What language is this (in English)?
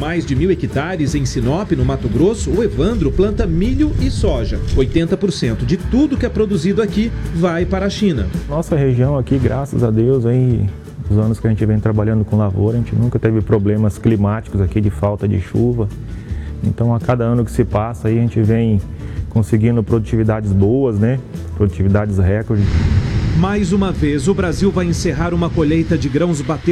Portuguese